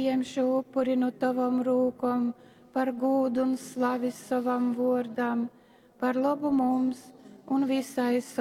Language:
Latgalian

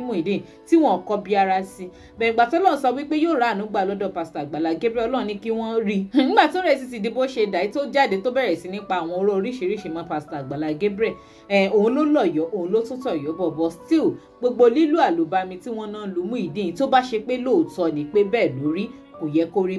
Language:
Yoruba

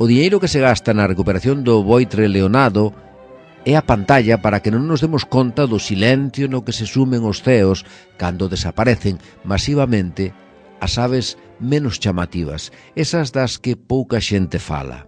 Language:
Galician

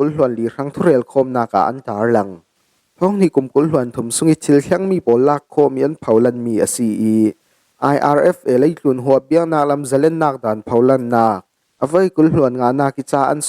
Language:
Falam Chin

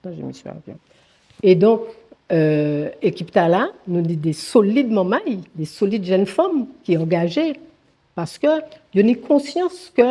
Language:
Guadeloupean Creole French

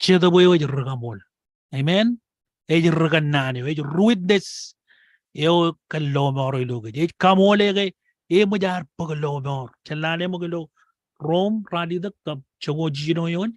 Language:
Marshallese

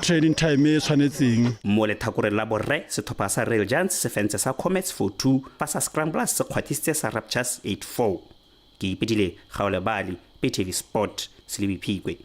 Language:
Tswana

